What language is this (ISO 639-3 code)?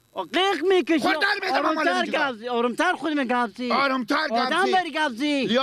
fas